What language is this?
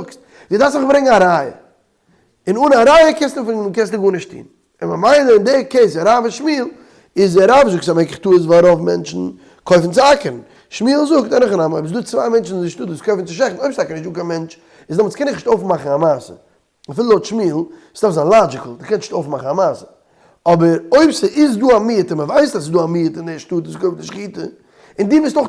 Yiddish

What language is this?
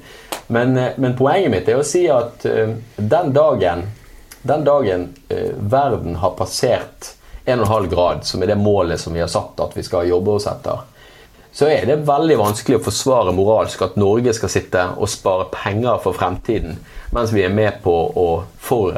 Norwegian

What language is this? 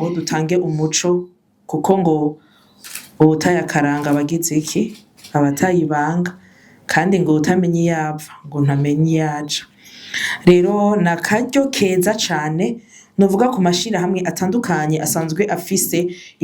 Rundi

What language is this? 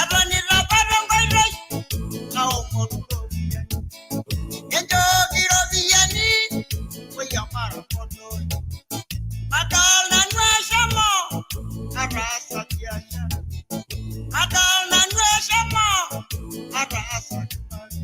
Masai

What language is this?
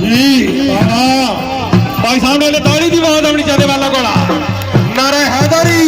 Pahari-Potwari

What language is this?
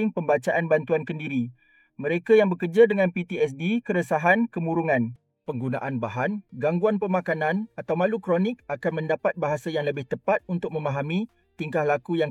Malay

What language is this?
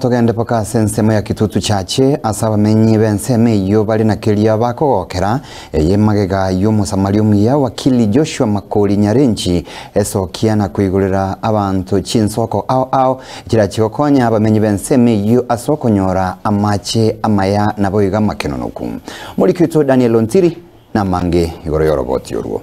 Gusii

